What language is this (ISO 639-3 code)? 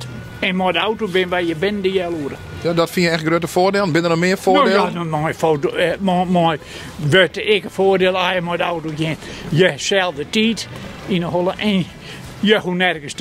fry